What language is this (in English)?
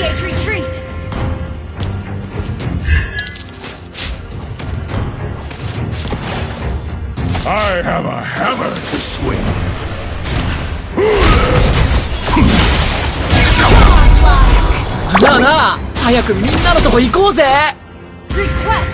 English